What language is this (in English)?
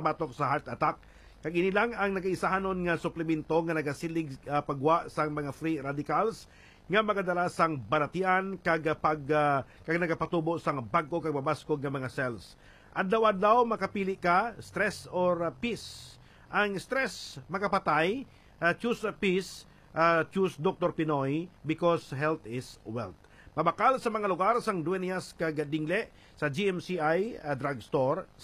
Hiligaynon